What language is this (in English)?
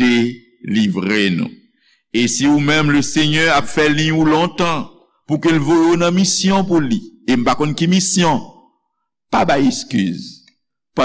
Haitian Creole